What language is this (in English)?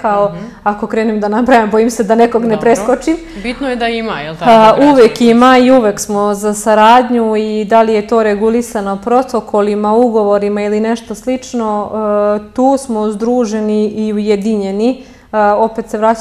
Serbian